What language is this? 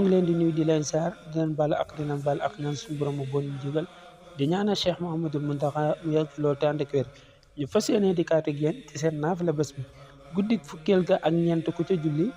Wolof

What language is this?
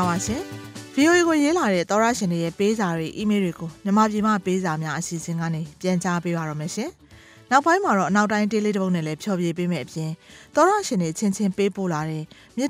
Burmese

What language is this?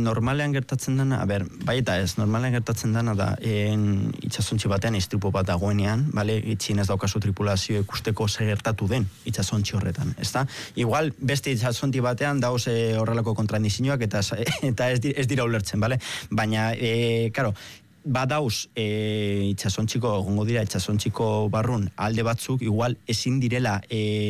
Basque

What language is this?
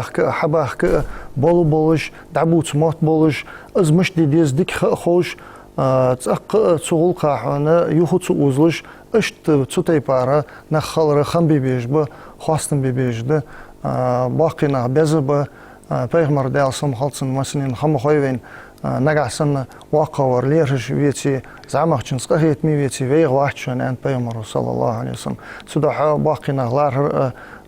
Ingush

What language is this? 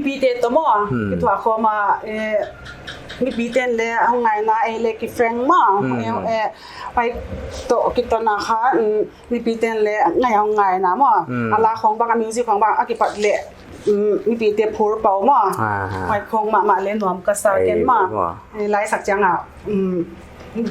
Paite Chin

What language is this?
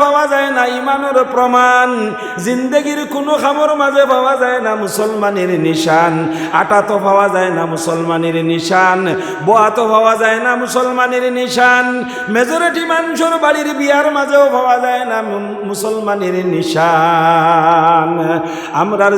Sylheti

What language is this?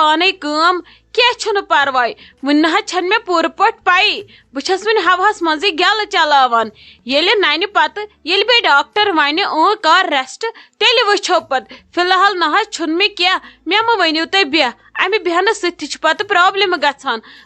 Kashmiri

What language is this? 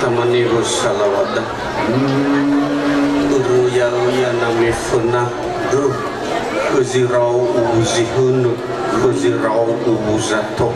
Nias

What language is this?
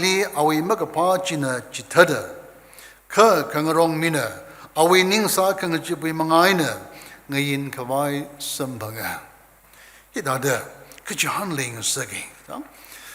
Tangkhul Naga (India)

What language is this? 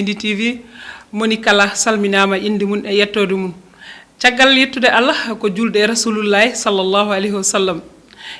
Fula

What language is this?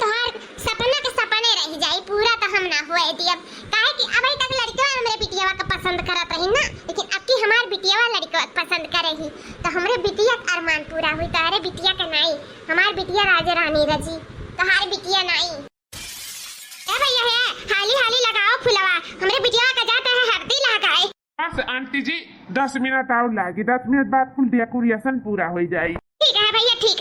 Awadhi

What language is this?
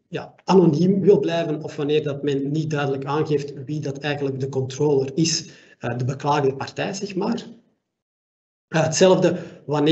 Dutch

